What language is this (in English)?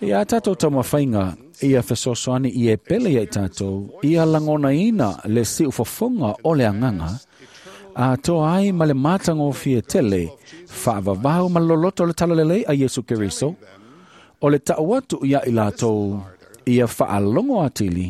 Samoan